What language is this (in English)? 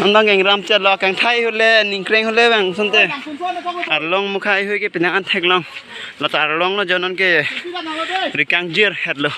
Karbi